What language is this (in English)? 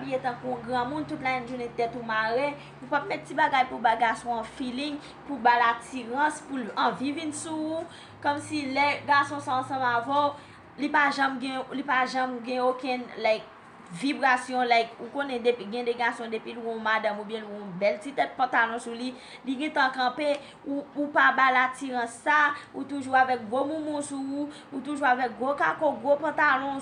Haitian Creole